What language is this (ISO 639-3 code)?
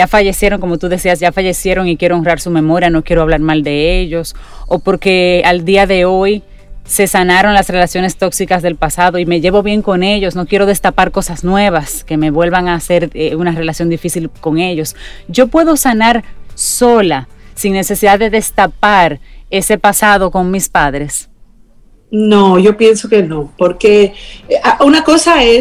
spa